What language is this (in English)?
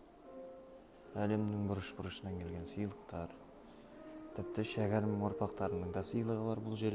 Kazakh